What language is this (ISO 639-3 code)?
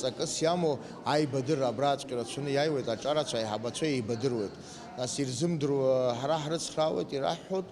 abk